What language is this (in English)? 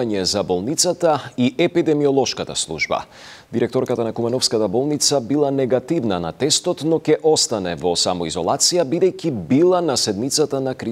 Macedonian